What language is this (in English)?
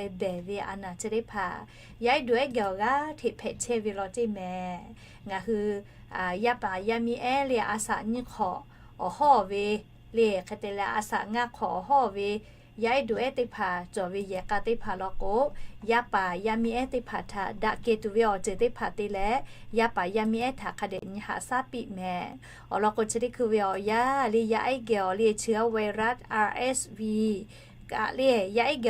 Lahu